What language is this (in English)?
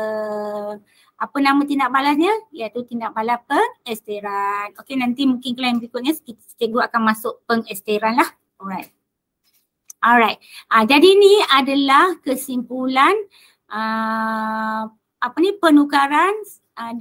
Malay